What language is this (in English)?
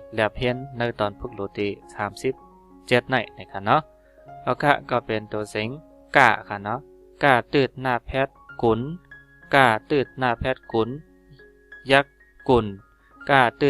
Shan